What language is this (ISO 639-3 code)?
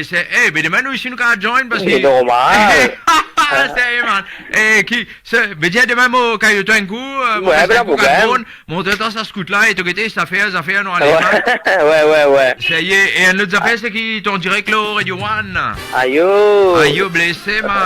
mfe